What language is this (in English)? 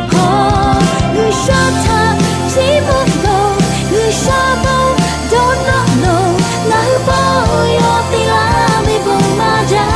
Lahu